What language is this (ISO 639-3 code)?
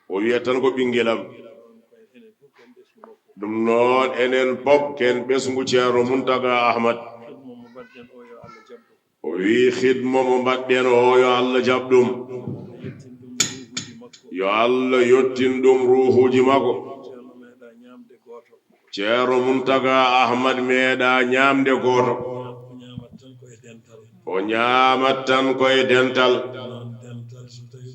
ful